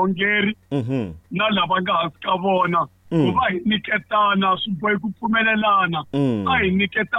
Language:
Tsonga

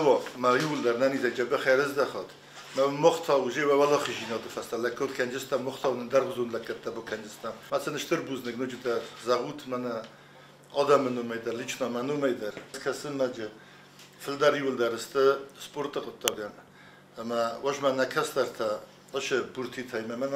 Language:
Ossetic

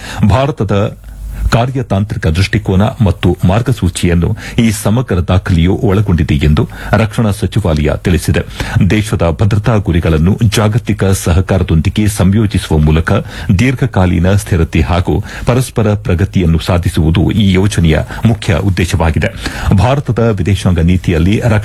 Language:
Kannada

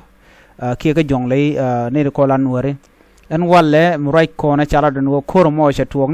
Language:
Nuer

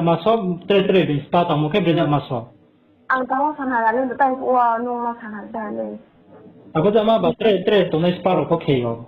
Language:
Riang (India)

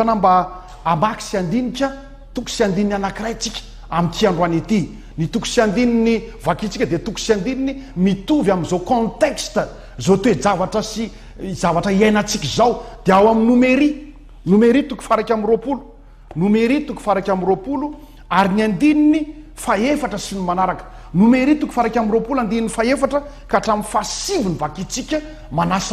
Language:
Malagasy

